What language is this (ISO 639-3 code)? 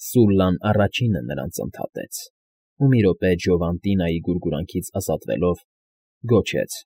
hye